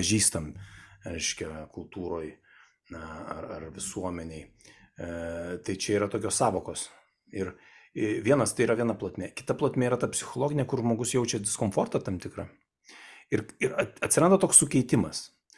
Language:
Lithuanian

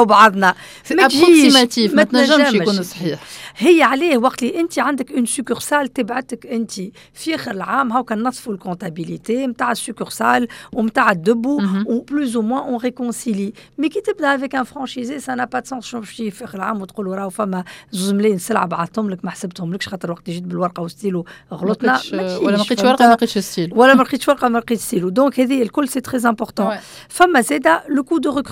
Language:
Tunisian Arabic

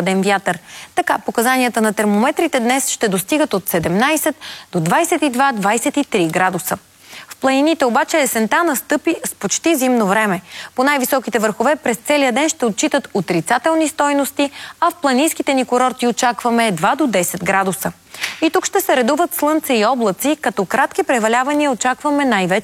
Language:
Bulgarian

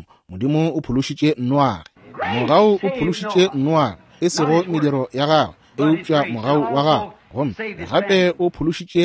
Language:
Northern Sotho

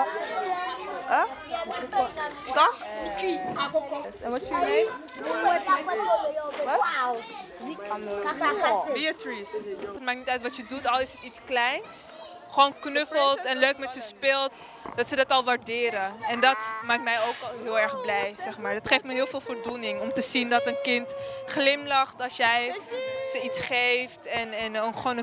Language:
Dutch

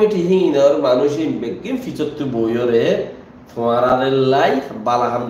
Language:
Rohingya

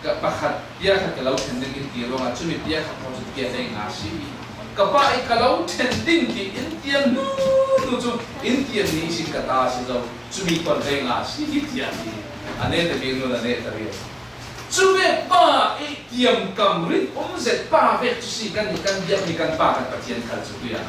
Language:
Falam Chin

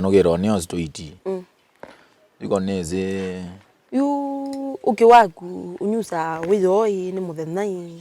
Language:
Kamba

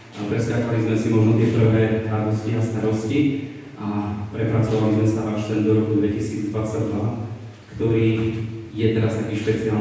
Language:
Slovak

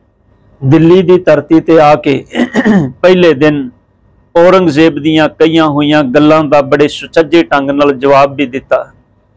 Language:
Punjabi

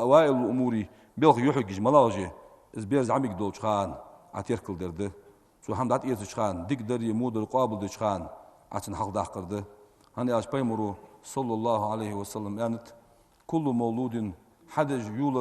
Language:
Ingush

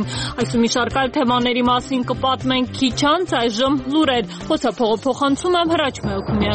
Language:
Armenian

